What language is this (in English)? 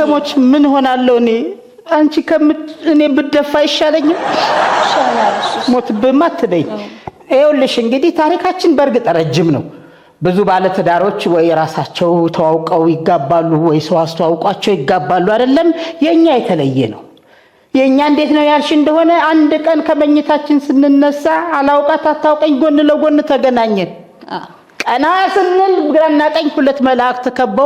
Amharic